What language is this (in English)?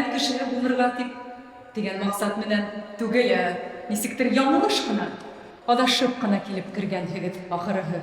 Bashkir